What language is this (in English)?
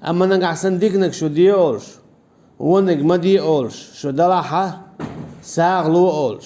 Chechen